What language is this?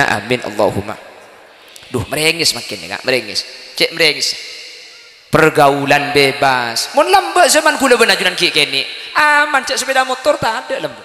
Madurese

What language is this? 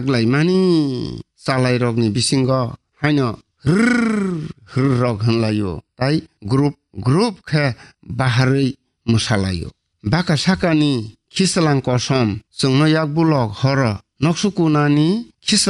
Kok Borok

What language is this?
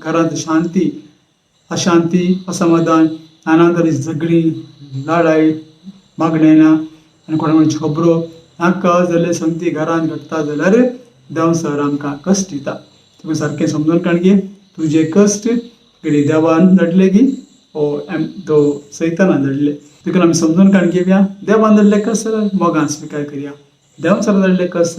Konkani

